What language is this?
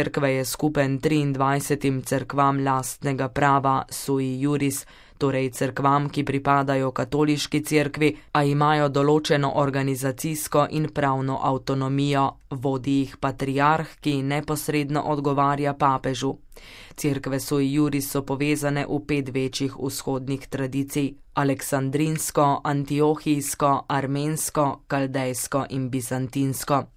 Slovenian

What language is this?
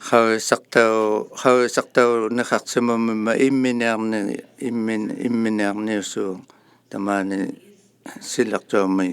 Inuktitut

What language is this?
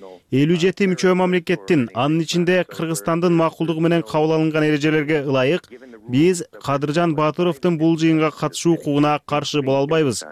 Kyrgyz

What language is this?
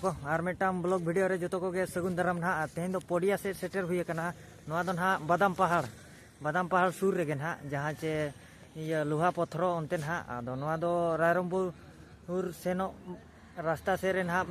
Santali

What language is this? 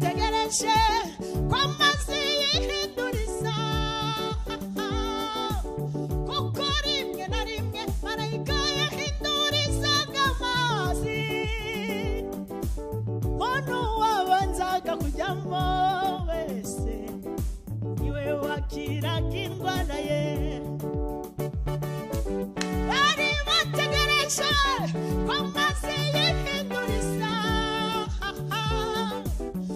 Kinyarwanda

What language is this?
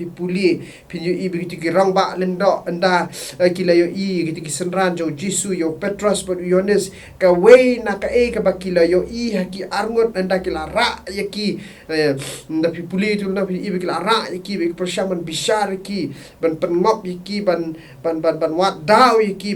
Khasi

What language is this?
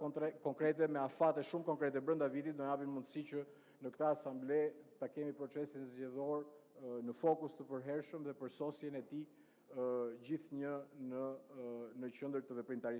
Albanian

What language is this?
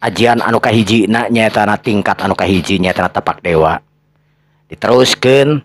Sundanese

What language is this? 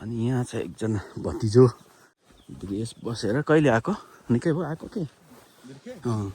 Nepali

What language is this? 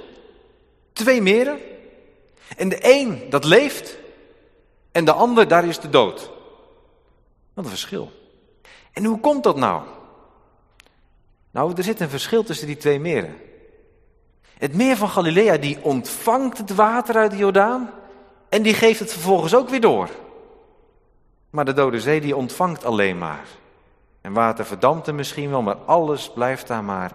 Dutch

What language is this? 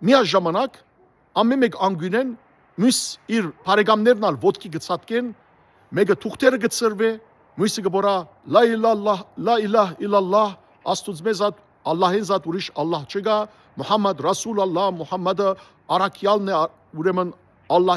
Western Armenian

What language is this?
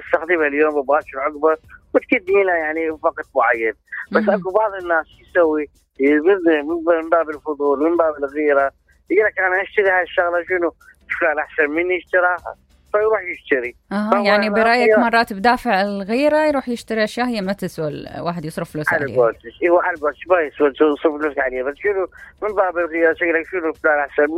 Mesopotamian Arabic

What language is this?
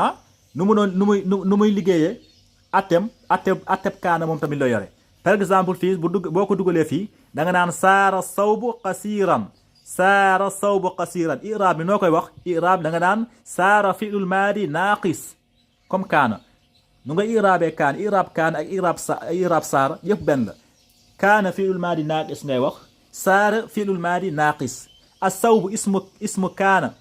Wolof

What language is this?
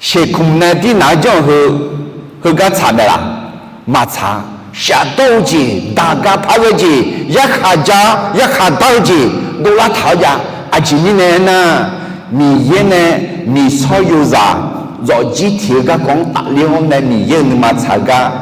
Akha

